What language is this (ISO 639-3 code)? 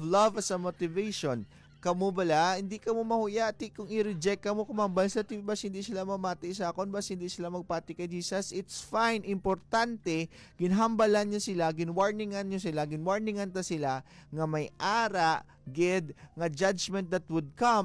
hil